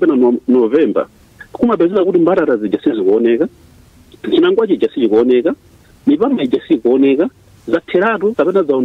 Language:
Nyanja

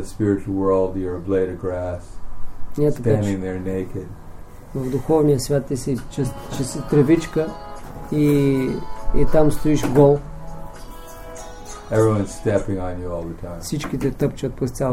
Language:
Bulgarian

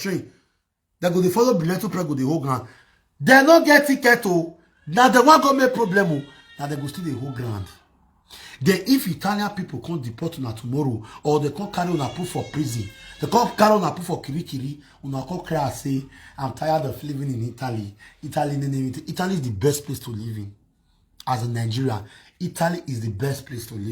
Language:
Nigerian Pidgin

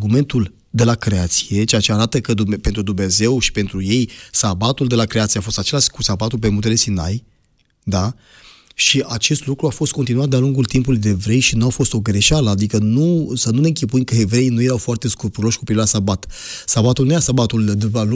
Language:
Romanian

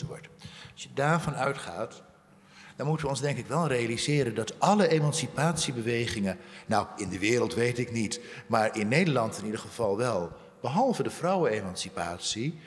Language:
Dutch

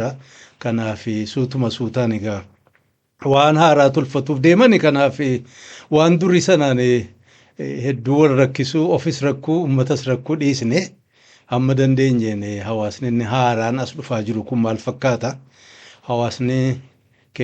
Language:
Oromo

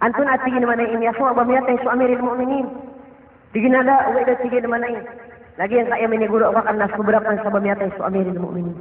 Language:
Maranao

